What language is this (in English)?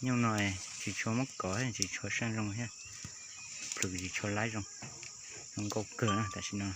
Hmong